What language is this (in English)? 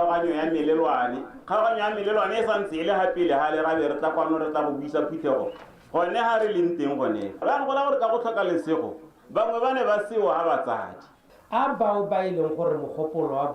Tswana